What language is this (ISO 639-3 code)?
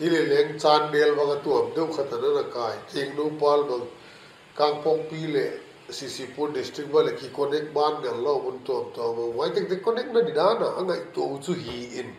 pck